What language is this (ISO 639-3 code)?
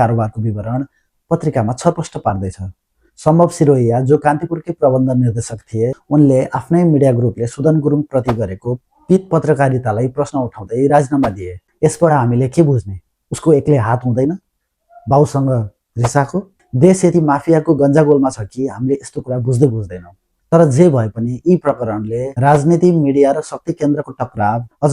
nep